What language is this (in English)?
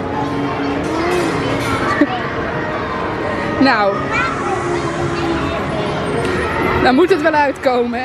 Dutch